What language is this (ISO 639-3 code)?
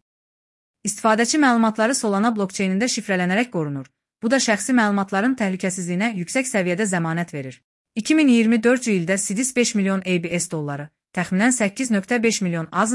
aze